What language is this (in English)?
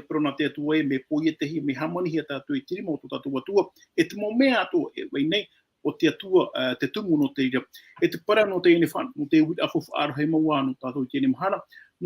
Tahitian